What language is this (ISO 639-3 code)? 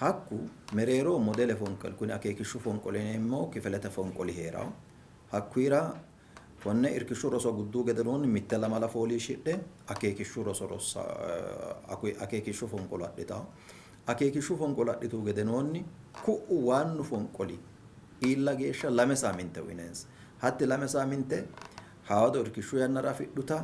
sid